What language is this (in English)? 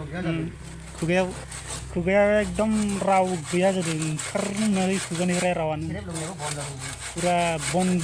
Bodo